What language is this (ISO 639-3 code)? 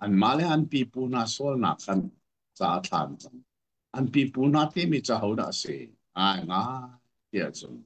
cnh